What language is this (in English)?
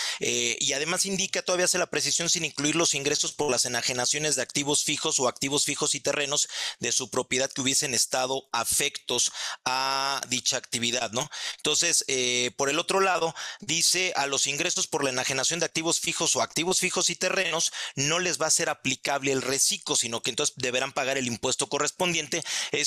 Spanish